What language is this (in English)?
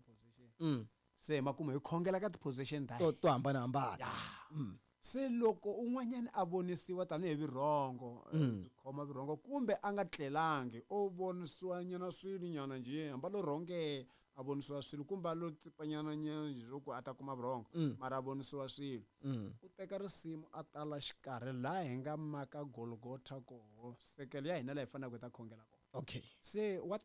Tsonga